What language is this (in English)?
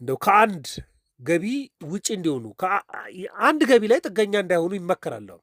Amharic